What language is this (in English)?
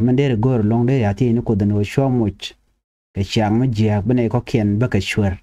Nuer